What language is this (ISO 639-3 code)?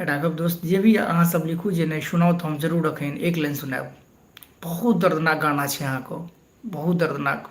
mai